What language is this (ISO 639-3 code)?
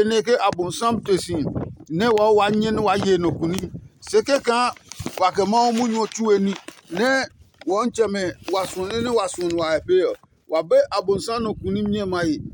ada